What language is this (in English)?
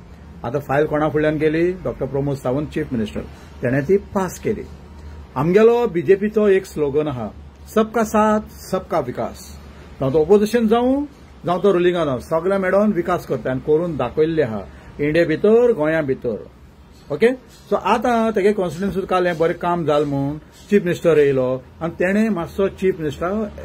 Konkani